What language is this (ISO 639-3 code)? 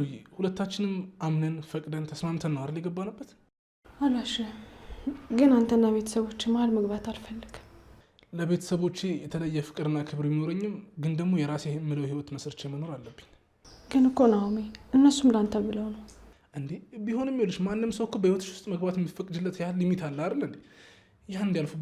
amh